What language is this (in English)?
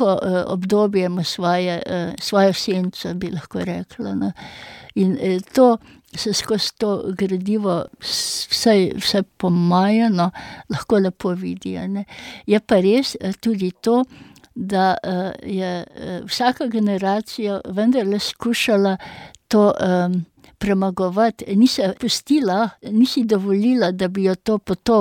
Slovenian